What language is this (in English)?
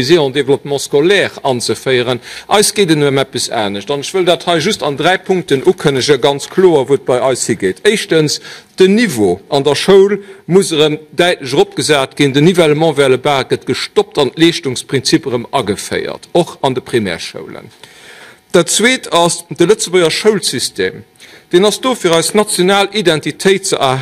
Luxembourgish